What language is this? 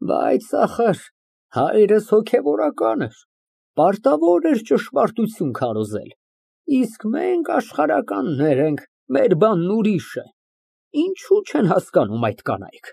Armenian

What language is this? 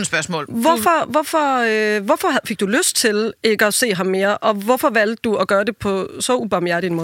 Danish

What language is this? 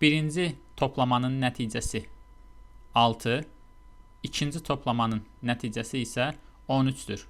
Azerbaijani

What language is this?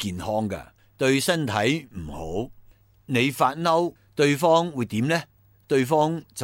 Cantonese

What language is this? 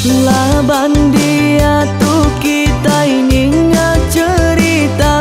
Iban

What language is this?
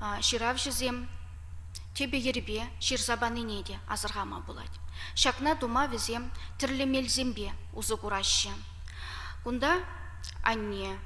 Chuvash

